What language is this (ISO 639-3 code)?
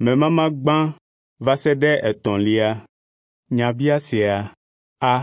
ewe